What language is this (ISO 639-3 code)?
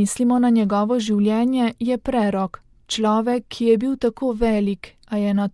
slv